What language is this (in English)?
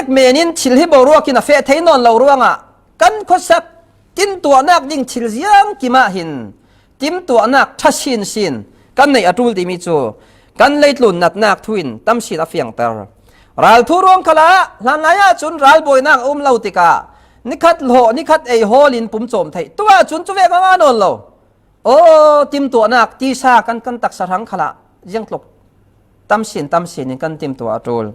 Falam Chin